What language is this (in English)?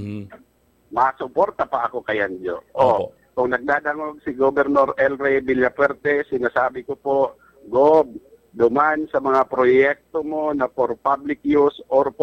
Bikol